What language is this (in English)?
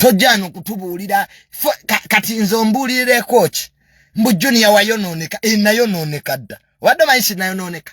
Ganda